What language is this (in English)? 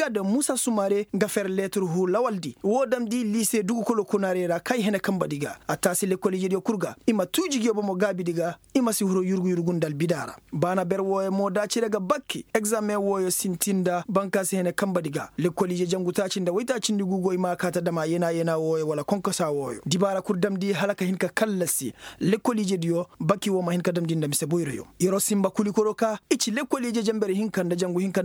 Koyraboro Senni